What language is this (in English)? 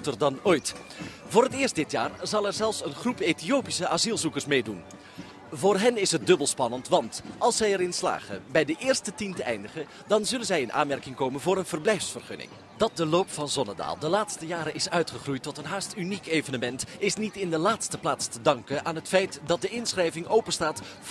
Dutch